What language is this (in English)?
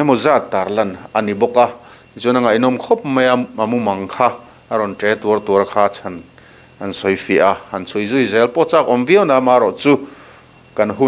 Mizo